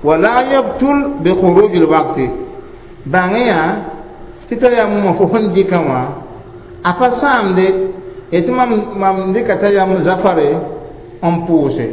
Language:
Mossi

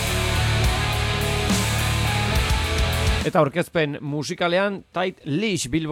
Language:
Basque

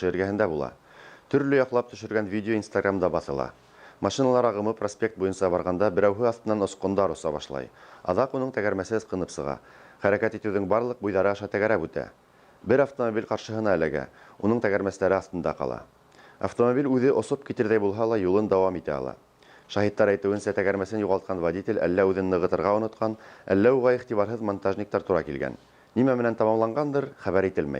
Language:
Bashkir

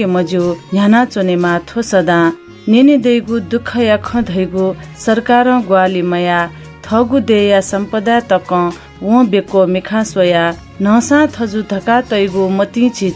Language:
Newari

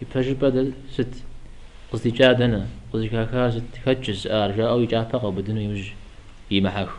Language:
Kabardian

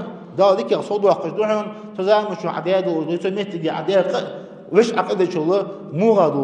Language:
Ingush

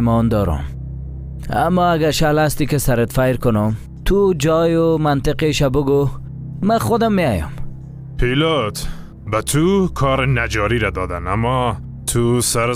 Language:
Persian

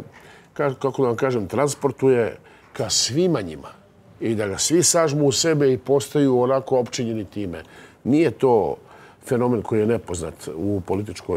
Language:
Serbian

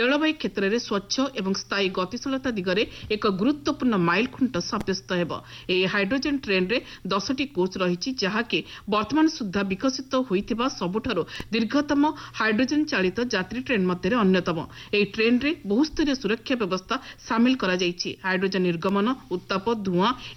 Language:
Odia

